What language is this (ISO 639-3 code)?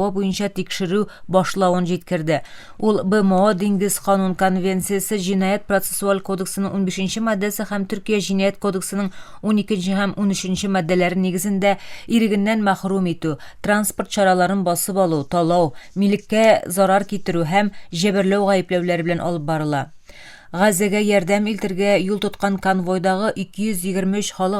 tat